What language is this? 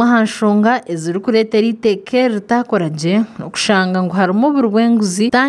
Nyankole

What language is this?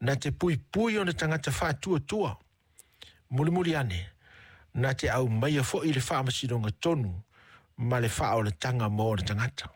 Samoan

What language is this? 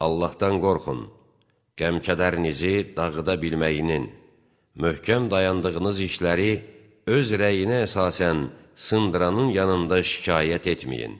Azerbaijani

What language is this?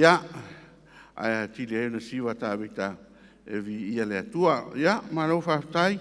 Samoan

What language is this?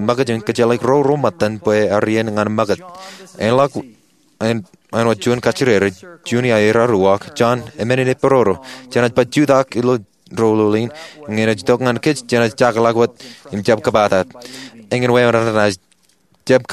Marshallese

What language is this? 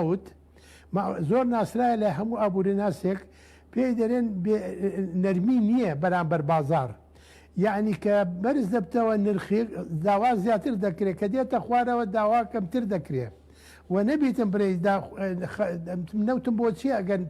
Central Kurdish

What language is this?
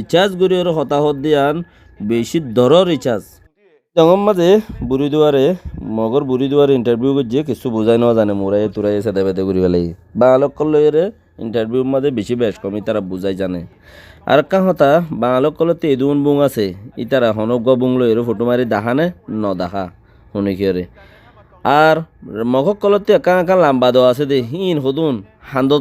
Rohingya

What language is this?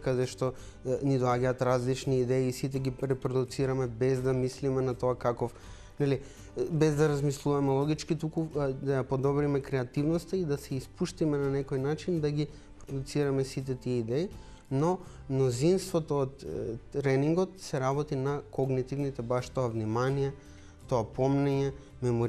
Macedonian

